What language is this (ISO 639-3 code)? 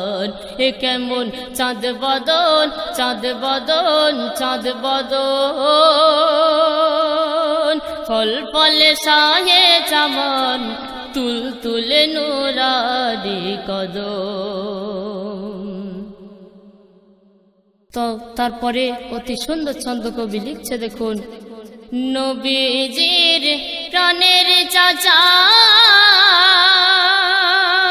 ben